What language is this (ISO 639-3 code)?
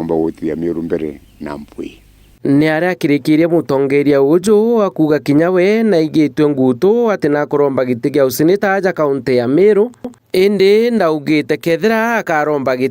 mer